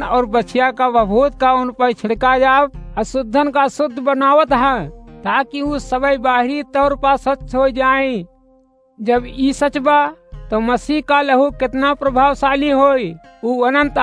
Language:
Awadhi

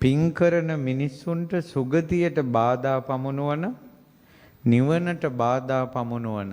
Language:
Sinhala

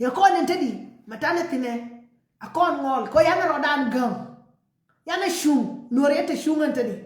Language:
Nuer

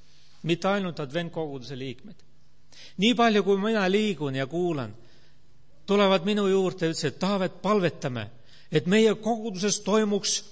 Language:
Estonian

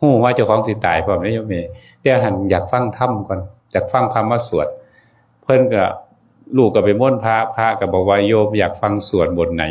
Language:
Northeastern Thai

